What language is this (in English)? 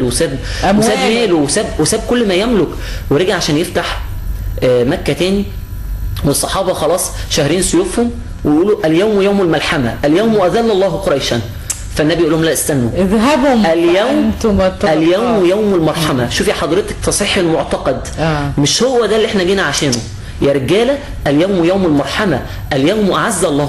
Egyptian Arabic